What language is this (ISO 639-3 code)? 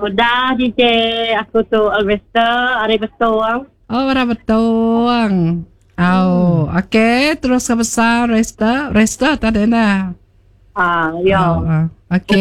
iba